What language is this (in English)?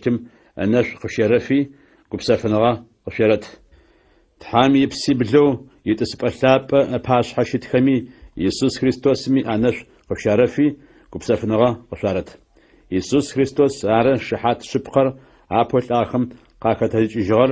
Adyghe